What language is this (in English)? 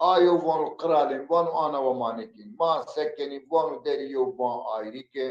Zaza